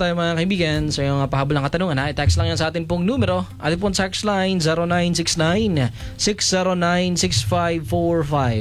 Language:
Filipino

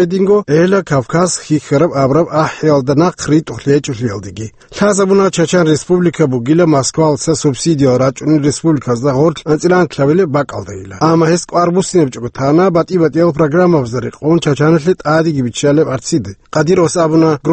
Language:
Avaric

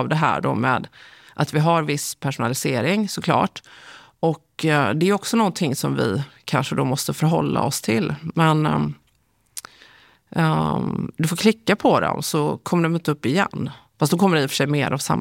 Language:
Swedish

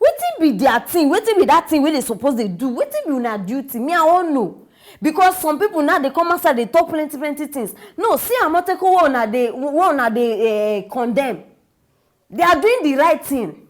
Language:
Nigerian Pidgin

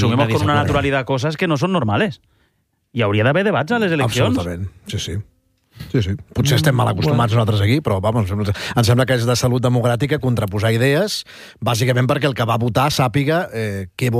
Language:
Catalan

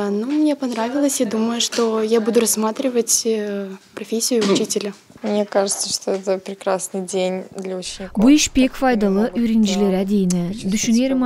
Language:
Gagauz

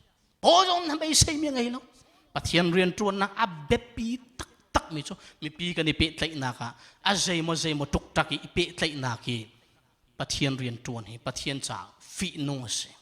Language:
Hakha Chin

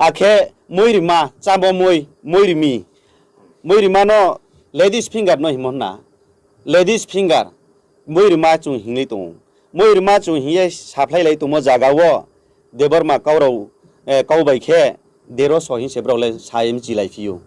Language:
Riang (India)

